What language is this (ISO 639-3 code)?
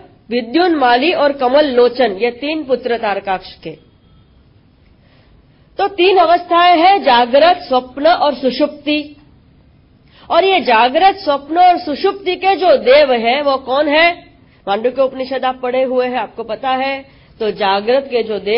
hin